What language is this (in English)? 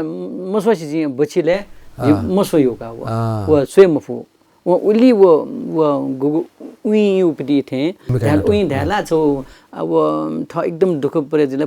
Newari